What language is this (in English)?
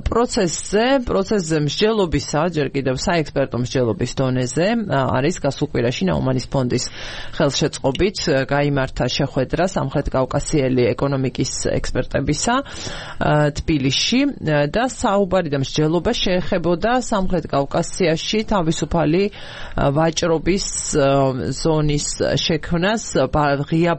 Georgian